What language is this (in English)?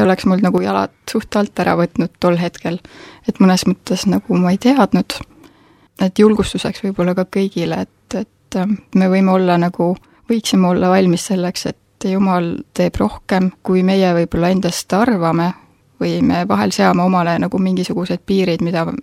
Estonian